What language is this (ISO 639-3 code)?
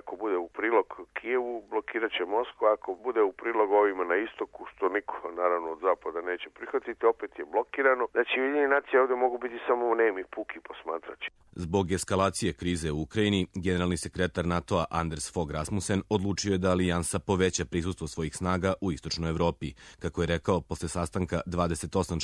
srp